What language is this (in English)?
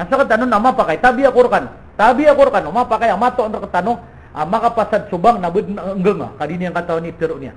Maranao